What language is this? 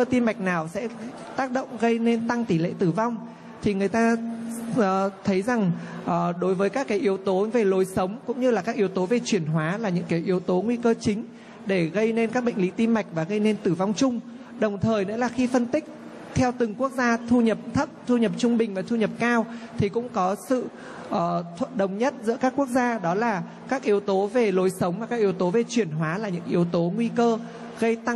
Vietnamese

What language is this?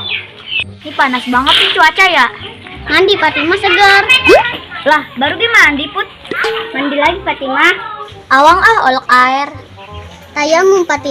Betawi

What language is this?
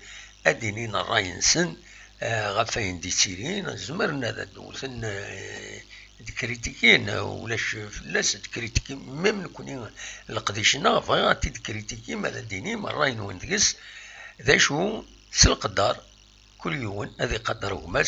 Kabyle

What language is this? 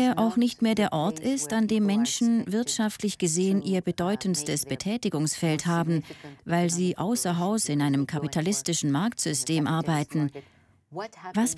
Swiss German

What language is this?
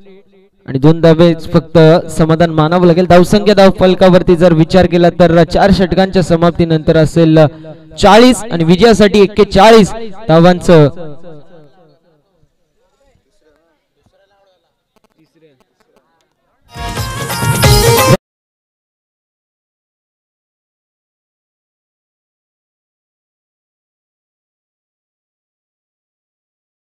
Marathi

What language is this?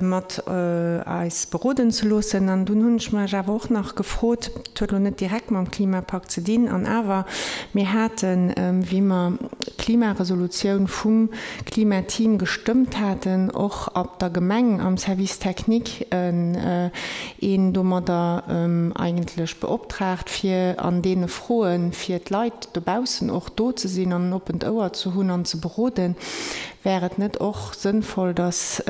Luxembourgish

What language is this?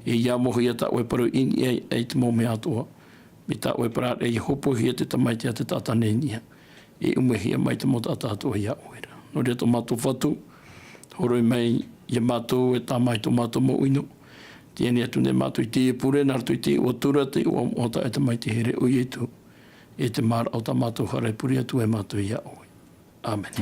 Tahitian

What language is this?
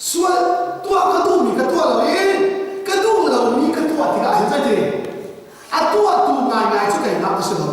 Hakha Chin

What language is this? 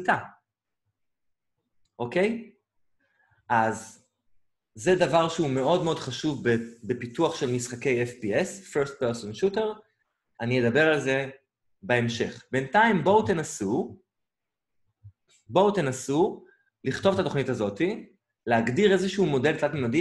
Hebrew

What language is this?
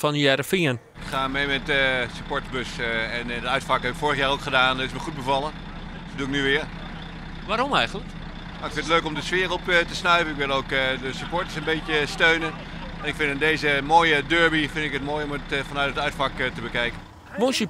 Western Frisian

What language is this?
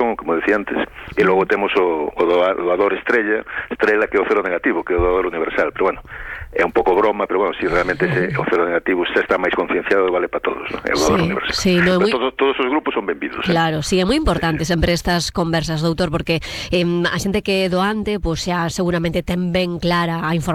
Galician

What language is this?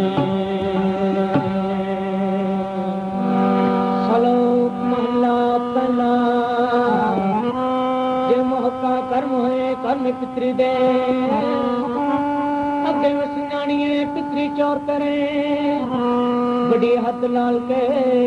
Punjabi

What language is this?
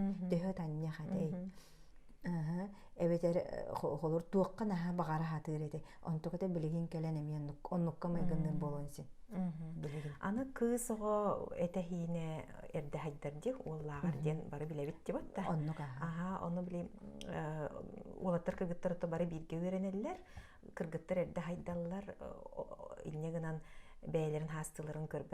Yakut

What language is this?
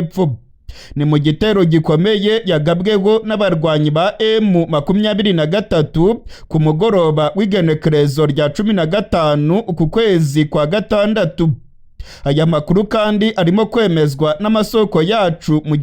Rundi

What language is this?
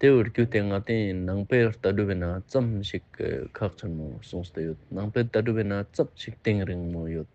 Ladakhi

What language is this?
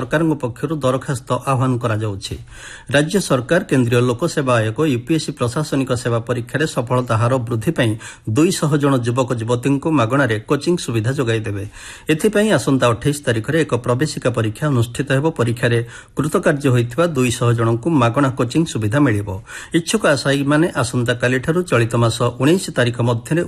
Odia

